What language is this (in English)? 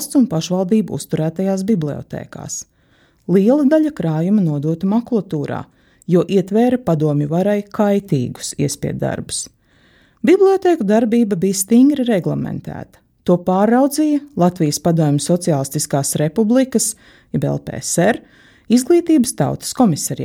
Latvian